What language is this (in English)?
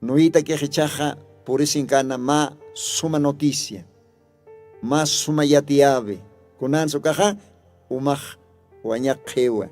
Aymara